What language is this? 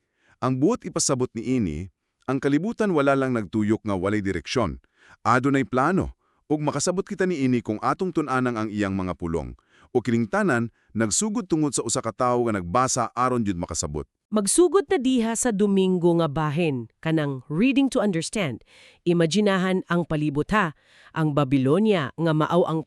Cebuano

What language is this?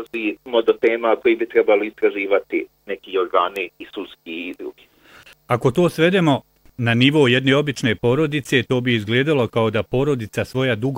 Bosnian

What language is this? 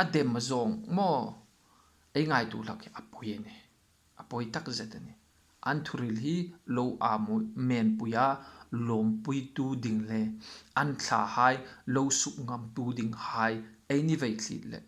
Hmar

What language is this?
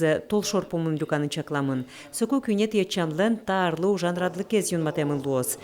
Udmurt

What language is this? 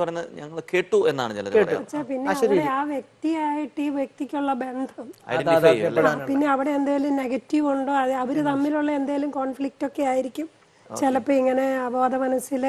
Malayalam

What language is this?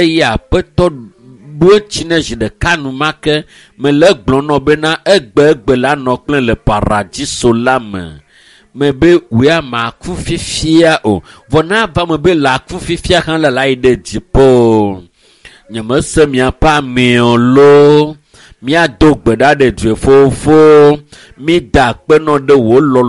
Ewe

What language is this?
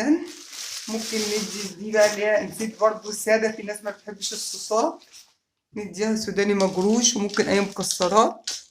Egyptian Arabic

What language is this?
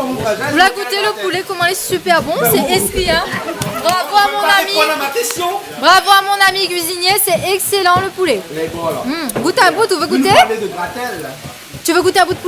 Réunion Creole French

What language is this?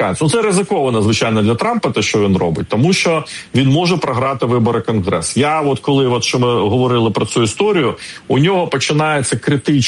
Ukrainian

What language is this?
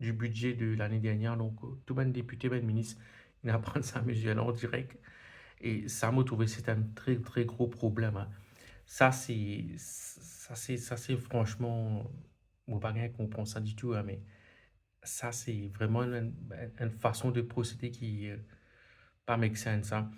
Morisyen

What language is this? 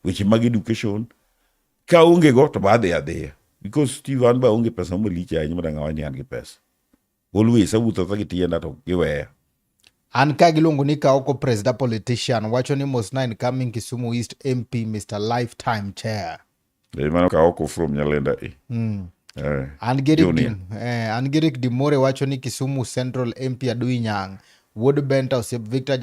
Luo (Kenya and Tanzania)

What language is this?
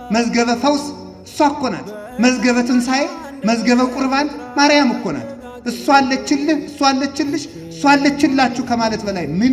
Amharic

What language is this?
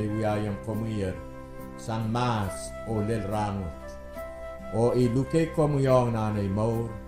Pohnpeian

